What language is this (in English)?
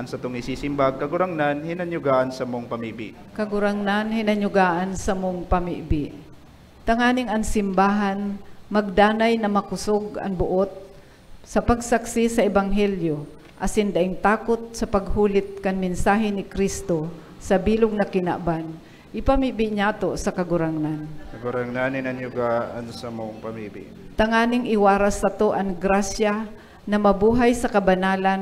Bikol